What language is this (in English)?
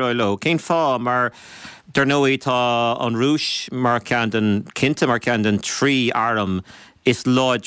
Irish